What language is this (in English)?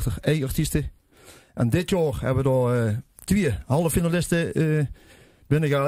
Limburgish